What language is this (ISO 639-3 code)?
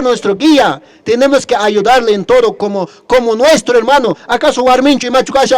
que